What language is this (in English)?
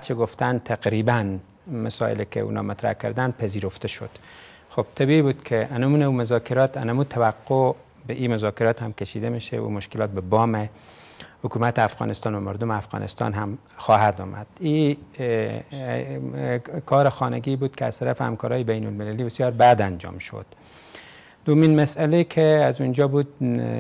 Persian